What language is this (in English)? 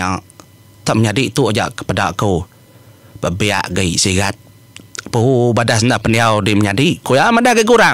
Iban